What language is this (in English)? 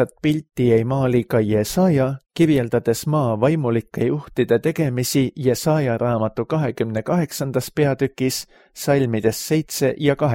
Estonian